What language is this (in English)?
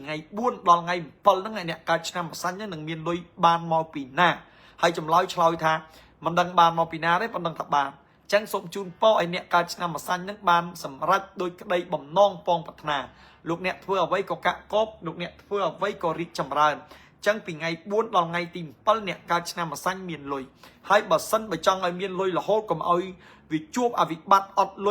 Khmer